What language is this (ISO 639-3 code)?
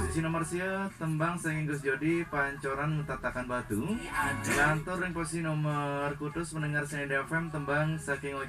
ban